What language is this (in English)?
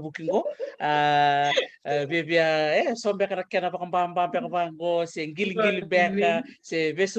Fijian